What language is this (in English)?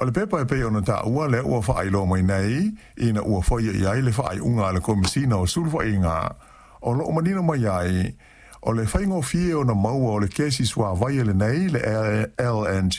Samoan